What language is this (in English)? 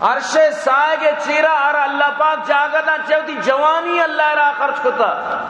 Baluchi